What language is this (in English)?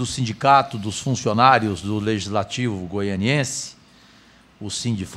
Portuguese